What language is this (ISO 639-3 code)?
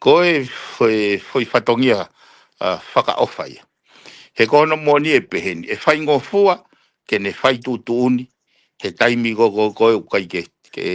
ton